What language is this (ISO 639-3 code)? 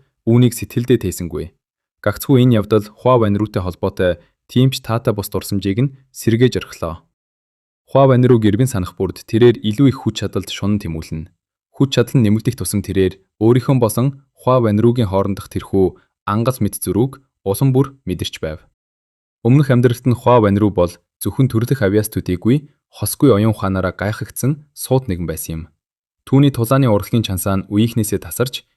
mon